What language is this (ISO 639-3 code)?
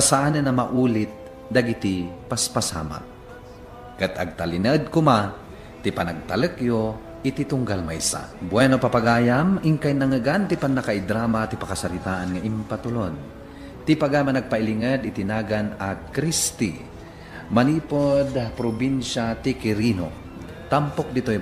ilo